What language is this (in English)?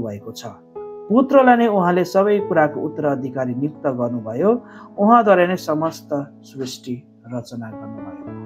Nepali